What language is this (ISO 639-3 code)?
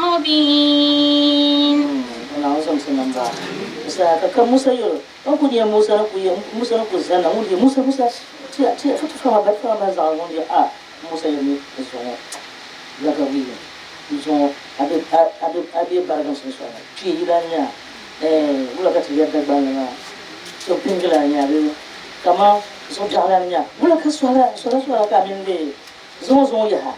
dag